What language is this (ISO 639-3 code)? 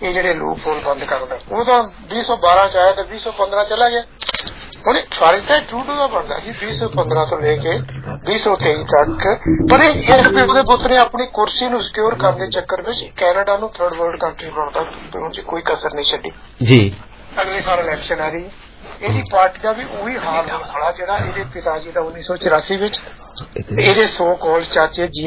pan